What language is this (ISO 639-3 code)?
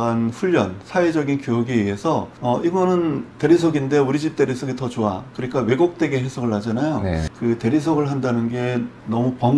kor